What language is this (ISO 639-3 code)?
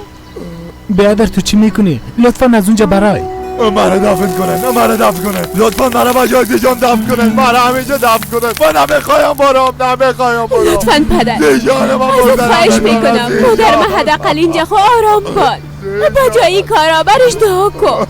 fas